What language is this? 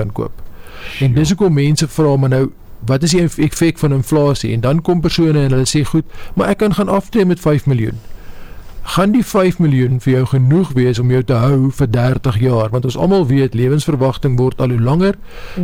Afrikaans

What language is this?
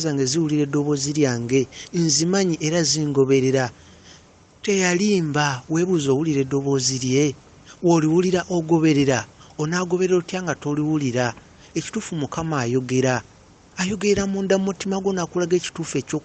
Ganda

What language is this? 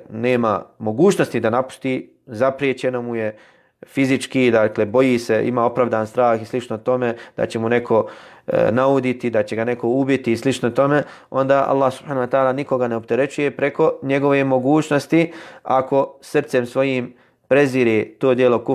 Bosnian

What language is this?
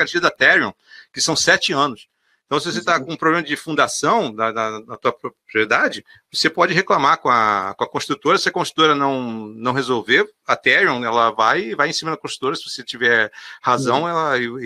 Portuguese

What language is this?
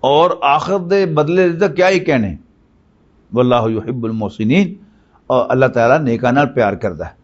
Western Panjabi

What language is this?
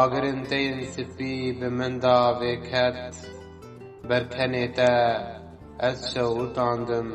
Kurdish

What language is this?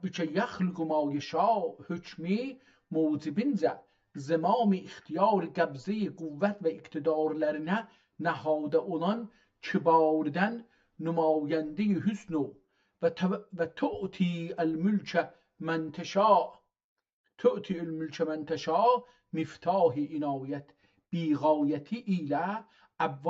South Azerbaijani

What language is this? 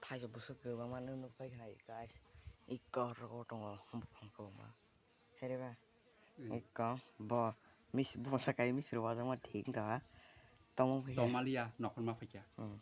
Kok Borok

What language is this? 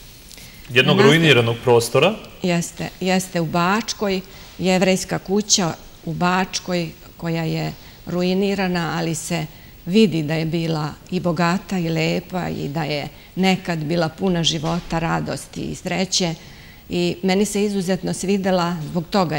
Serbian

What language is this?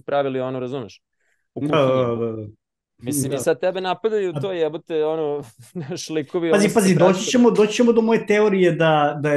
Serbian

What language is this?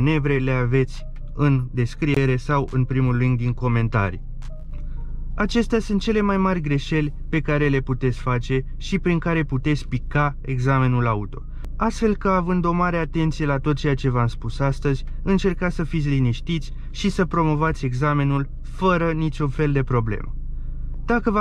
Romanian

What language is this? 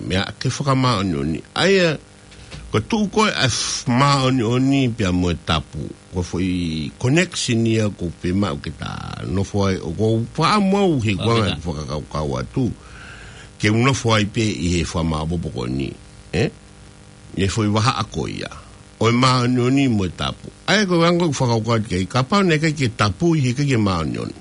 Tongan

